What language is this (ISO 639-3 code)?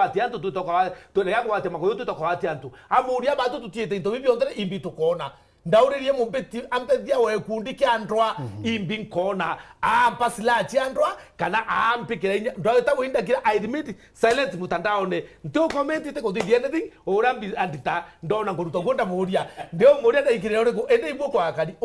mer